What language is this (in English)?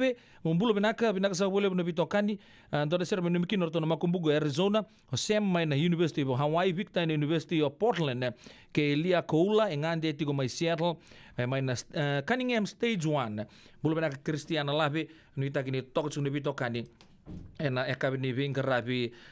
Fijian